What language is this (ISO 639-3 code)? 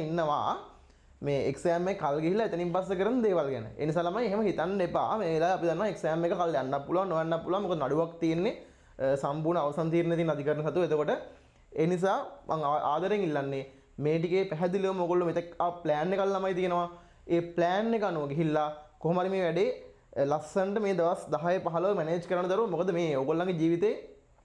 sin